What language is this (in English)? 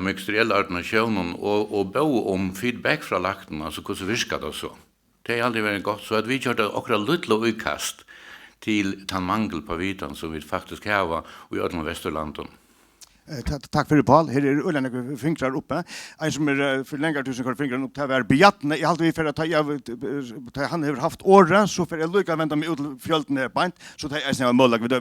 Faroese